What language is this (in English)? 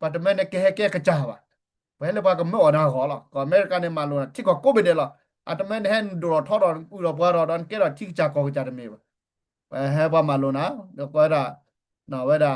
S'gaw Karen